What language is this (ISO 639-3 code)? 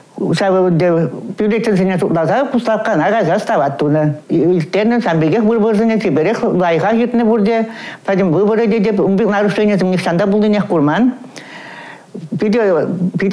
chv